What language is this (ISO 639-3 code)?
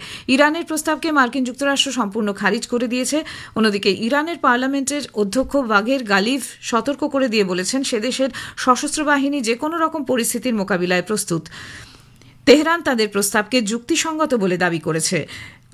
ben